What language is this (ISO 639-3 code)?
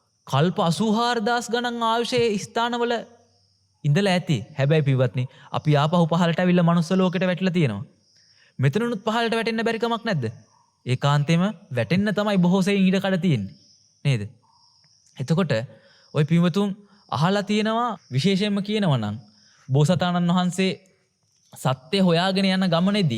sin